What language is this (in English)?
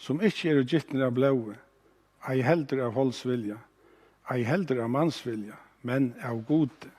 Faroese